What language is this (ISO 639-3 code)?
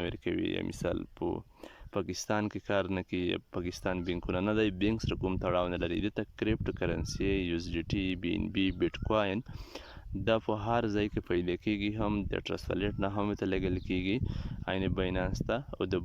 pus